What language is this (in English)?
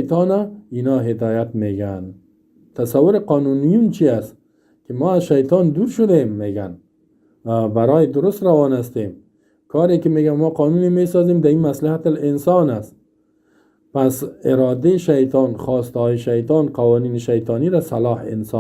Persian